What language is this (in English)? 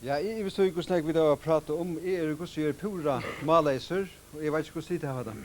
Faroese